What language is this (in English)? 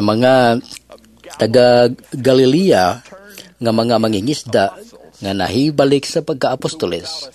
Cebuano